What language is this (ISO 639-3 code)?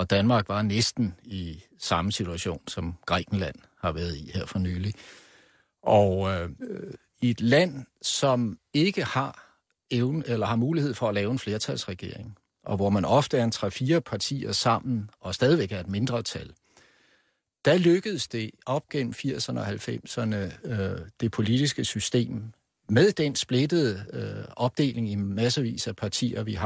dan